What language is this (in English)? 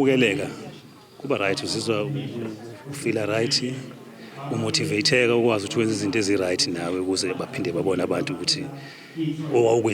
Zulu